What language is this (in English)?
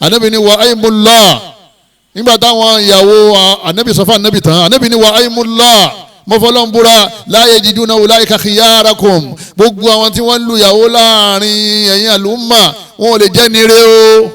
Yoruba